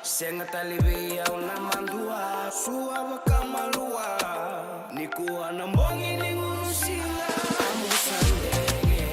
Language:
Fijian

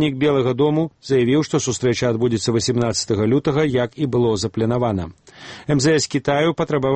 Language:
Belarusian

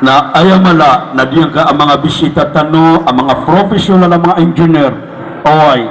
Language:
Maranao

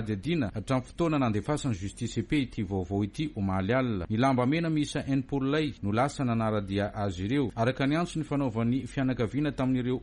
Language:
Malagasy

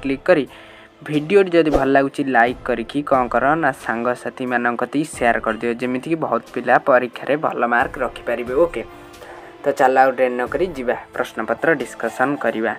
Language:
Odia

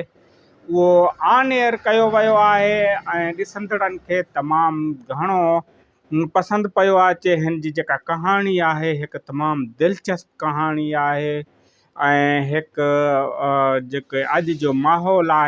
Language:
Sindhi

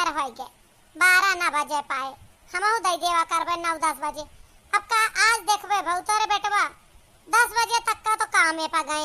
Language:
Awadhi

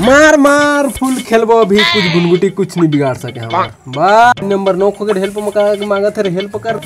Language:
Chhattisgarhi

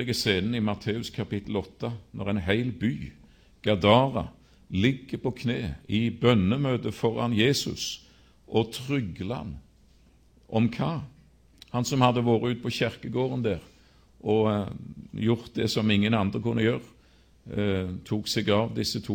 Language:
Norwegian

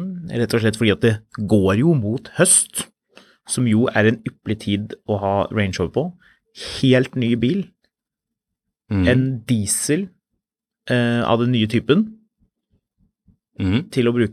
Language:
Norwegian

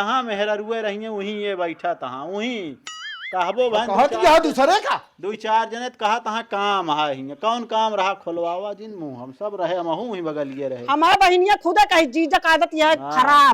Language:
Awadhi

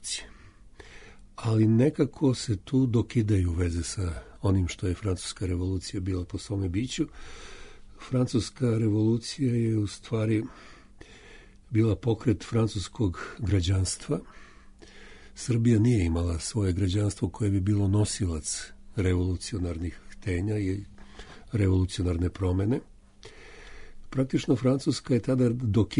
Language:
Serbian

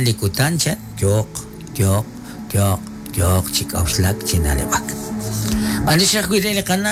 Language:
Kekchí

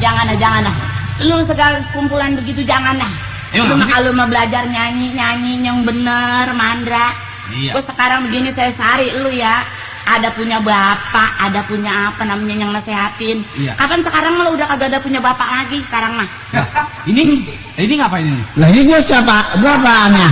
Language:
Betawi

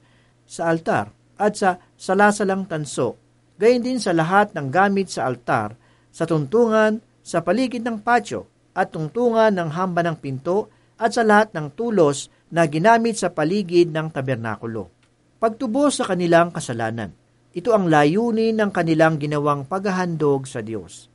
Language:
Filipino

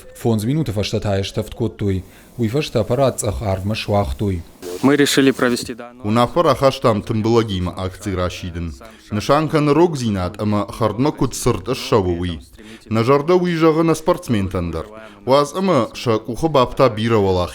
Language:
Ossetic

